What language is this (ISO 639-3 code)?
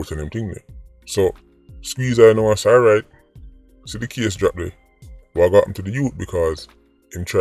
jam